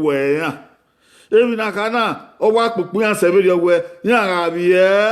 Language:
Bini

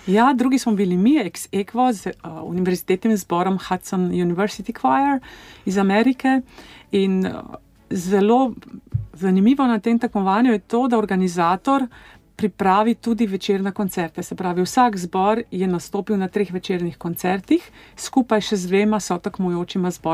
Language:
Slovenian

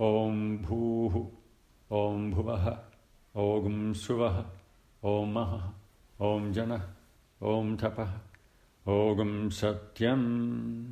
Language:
Sanskrit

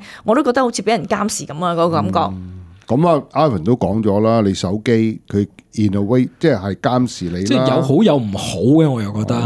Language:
Cantonese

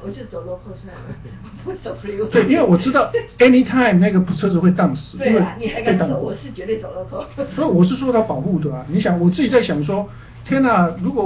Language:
Chinese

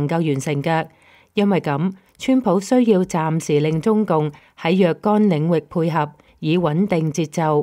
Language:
Cantonese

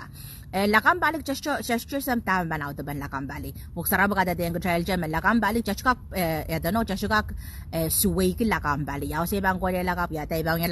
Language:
Pohnpeian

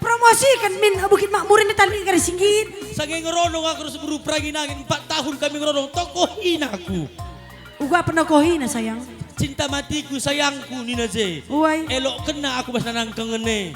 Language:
Batak Karo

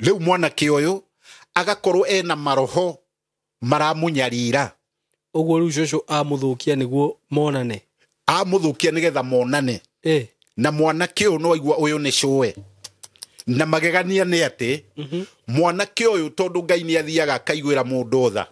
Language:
Kikuyu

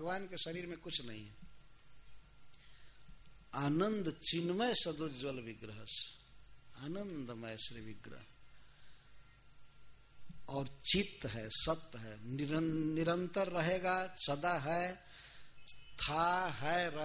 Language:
Hindi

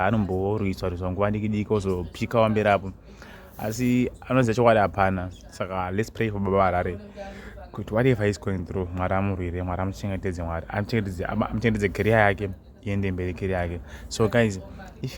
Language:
Shona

